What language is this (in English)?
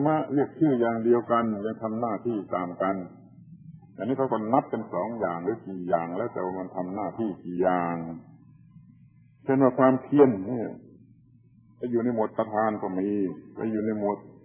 Thai